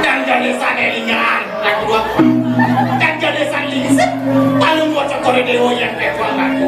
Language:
Balinese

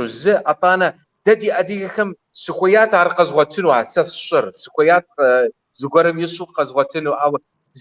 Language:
Kabardian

